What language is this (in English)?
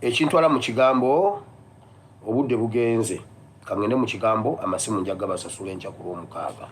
Ganda